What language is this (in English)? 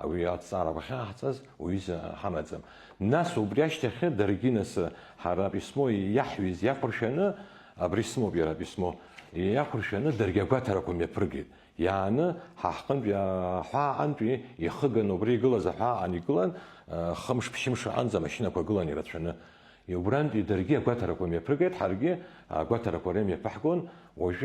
Abkhazian